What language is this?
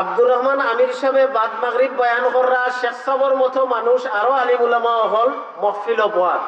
Sylheti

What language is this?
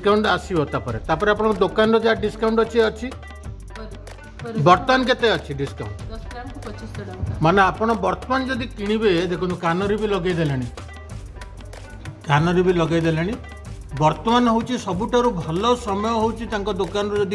Odia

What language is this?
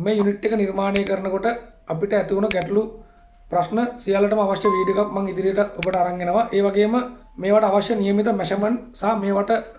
Sinhala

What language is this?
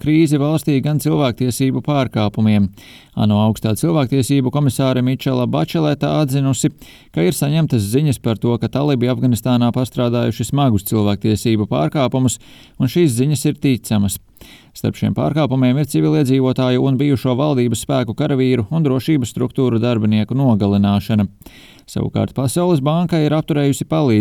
Latvian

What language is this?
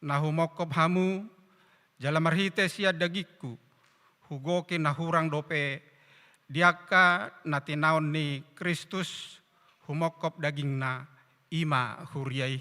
Batak Toba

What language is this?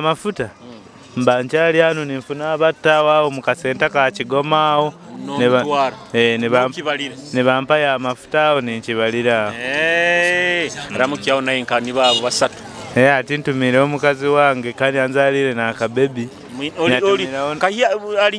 Nyoro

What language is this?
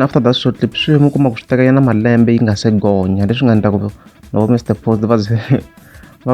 Tsonga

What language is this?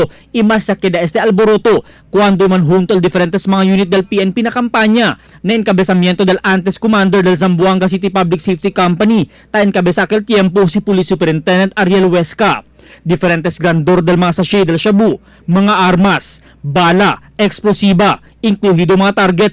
Chavacano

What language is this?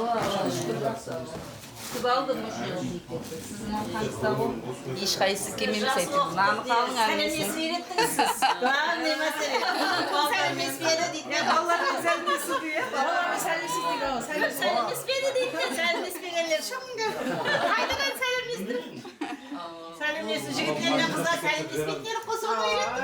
Kara-Kalpak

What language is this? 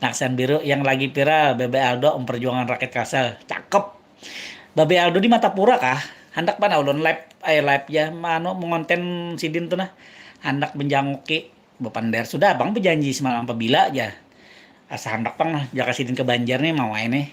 Banjar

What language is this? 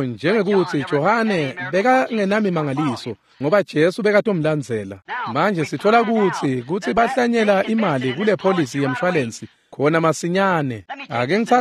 Swati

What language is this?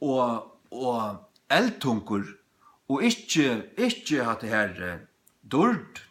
Faroese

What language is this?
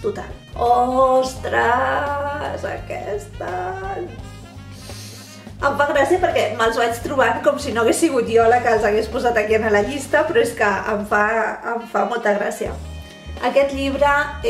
Catalan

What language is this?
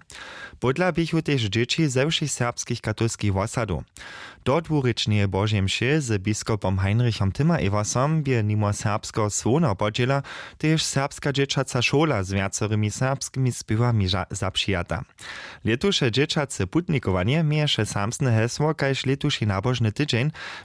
Upper Sorbian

